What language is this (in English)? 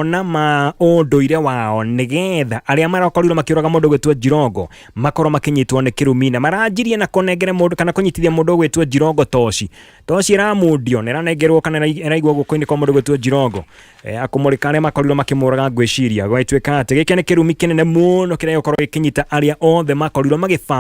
Kikuyu